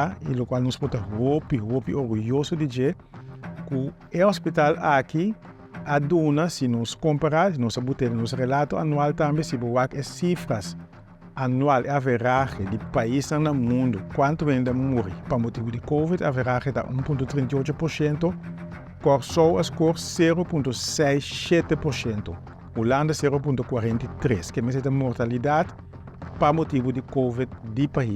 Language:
Papiamento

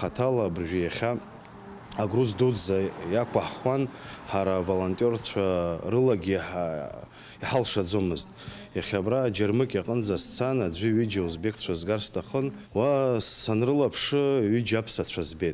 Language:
Abkhazian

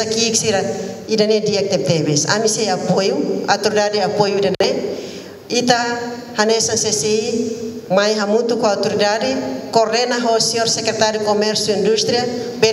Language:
Tetum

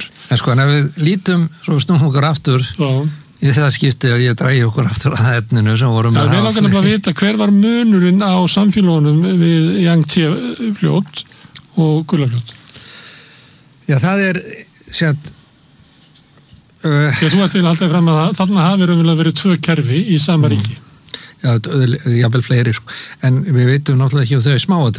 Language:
Icelandic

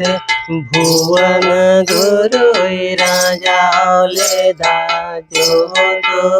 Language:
Santali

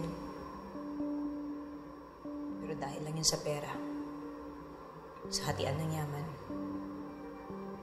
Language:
Filipino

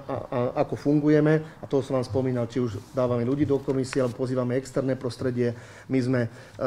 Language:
Slovak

